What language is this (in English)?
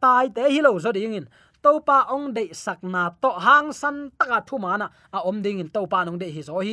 Tedim Chin